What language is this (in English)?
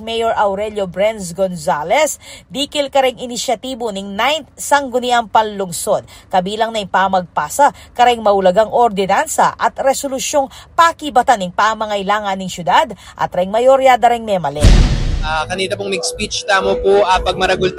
Pampanga